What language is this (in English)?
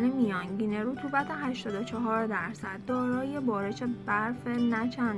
Persian